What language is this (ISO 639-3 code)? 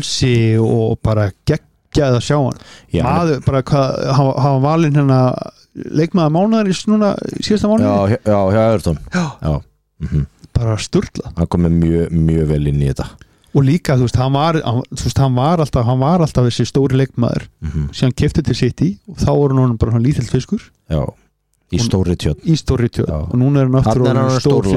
isl